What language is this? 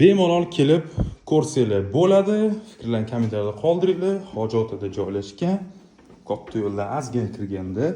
Uzbek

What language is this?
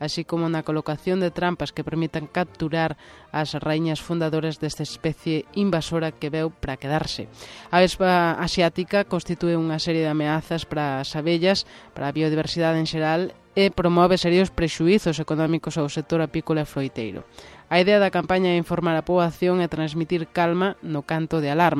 Galician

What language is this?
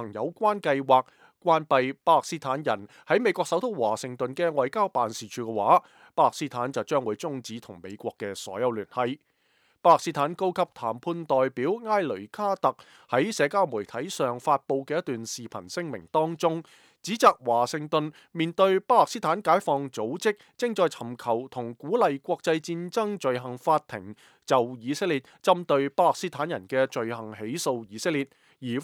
Cantonese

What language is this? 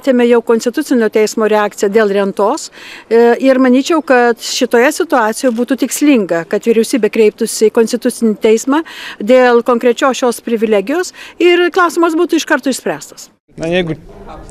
Lithuanian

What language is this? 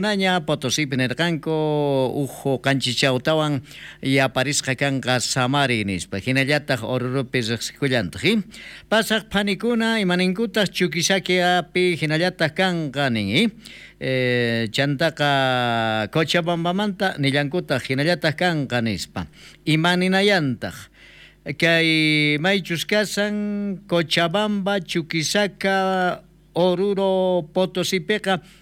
South Bolivian Quechua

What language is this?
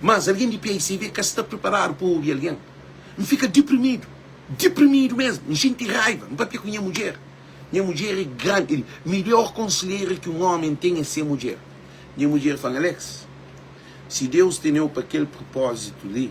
Kabuverdianu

